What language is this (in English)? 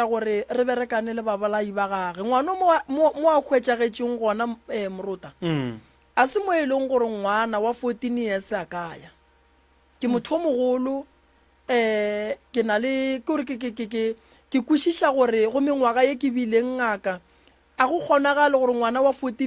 Northern Sotho